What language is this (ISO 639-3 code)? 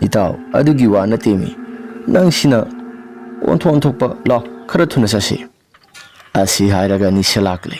mni